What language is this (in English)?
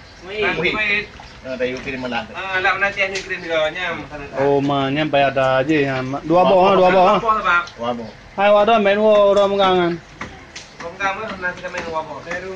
Achinese